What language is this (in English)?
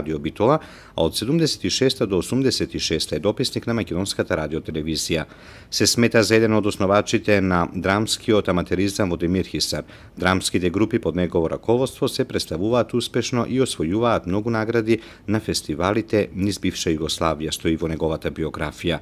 Macedonian